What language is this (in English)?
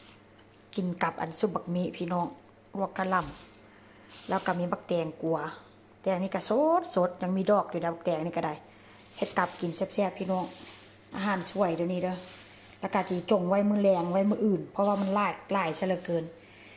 Northeastern Thai